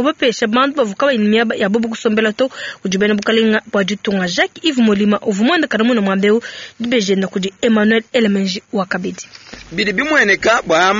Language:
Luba-Lulua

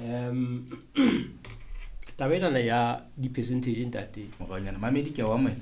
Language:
Southern Sotho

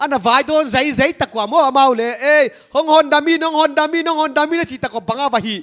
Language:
Paite Chin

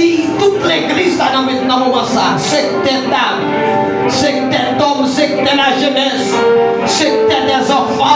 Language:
Haitian Creole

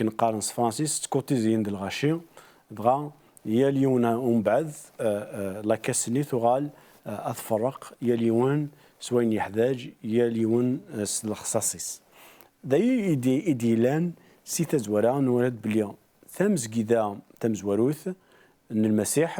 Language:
Kabyle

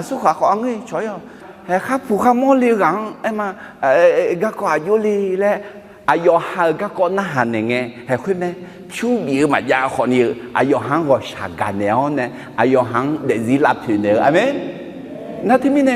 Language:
Akha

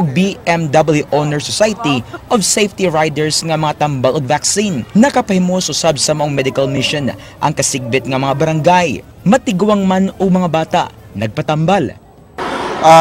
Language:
Cebuano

